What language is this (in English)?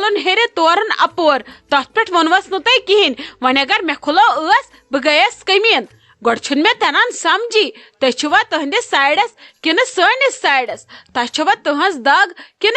Kashmiri